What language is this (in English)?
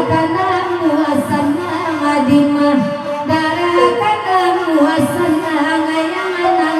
Minangkabau